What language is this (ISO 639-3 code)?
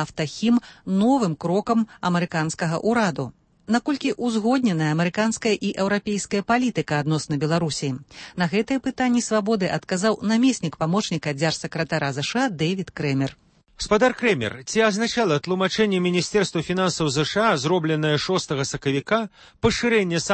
bel